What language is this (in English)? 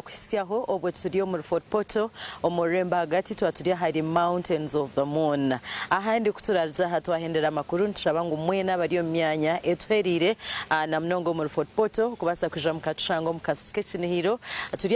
Nyankole